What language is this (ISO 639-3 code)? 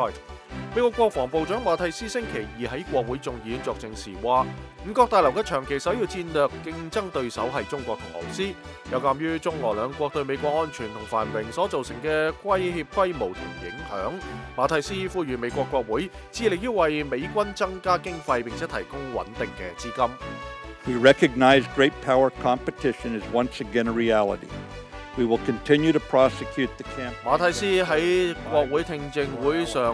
yue